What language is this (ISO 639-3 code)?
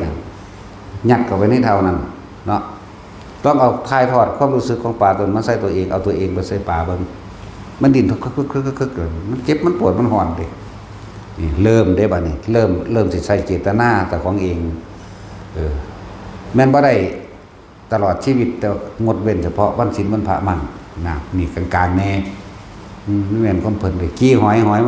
tts